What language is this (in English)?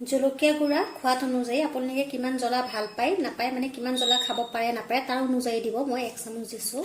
Assamese